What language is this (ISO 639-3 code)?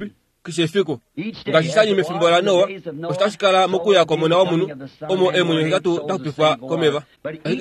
kua